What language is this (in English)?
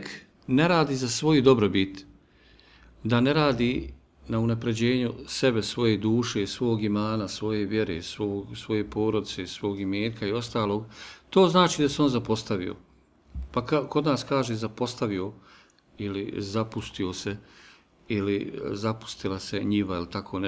Bosnian